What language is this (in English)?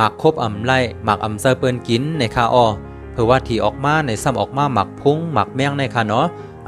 Shan